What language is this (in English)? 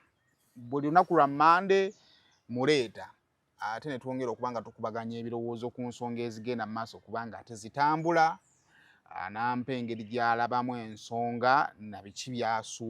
Ganda